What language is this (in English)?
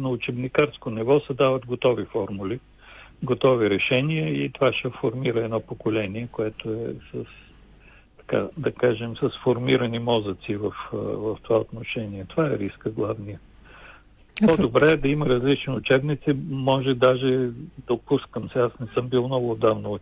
Bulgarian